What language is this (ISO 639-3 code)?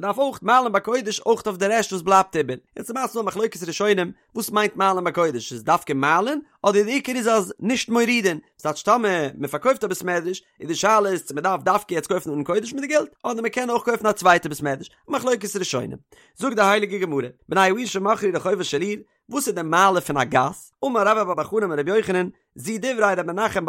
yid